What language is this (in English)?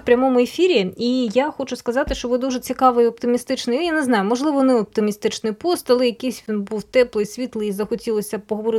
Ukrainian